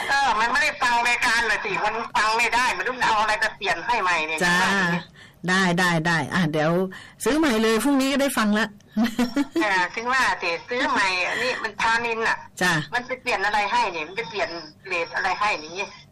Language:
Thai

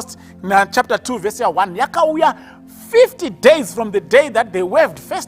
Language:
Shona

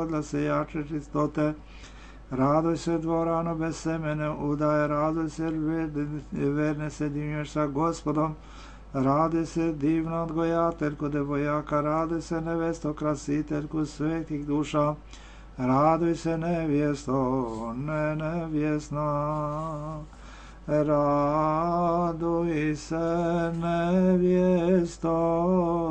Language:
Serbian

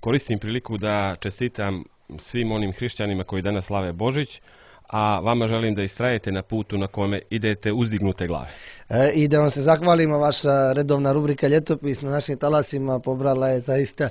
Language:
Serbian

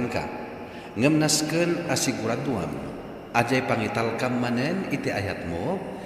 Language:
Iloko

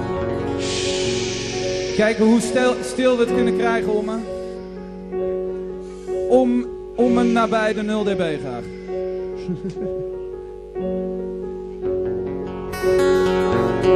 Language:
Dutch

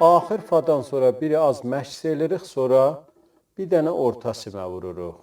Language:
South Azerbaijani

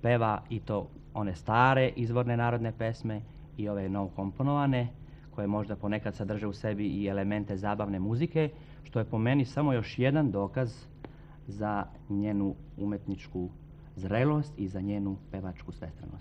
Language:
Serbian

